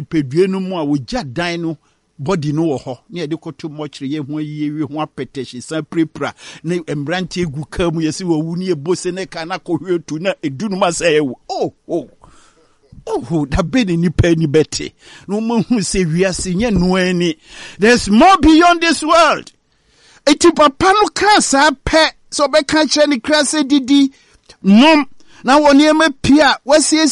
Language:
Akan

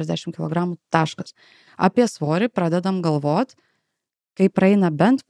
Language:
Lithuanian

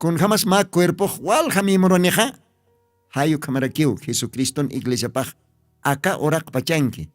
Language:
Aymara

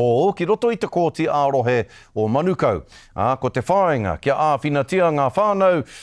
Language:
Māori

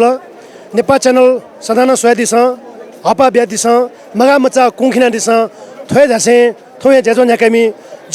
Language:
Newari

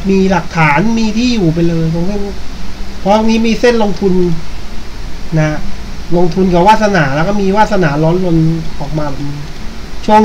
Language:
Thai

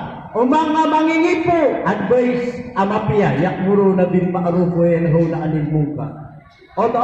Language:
Maranao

